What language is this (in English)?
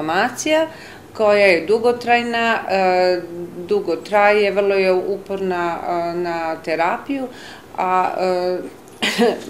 Serbian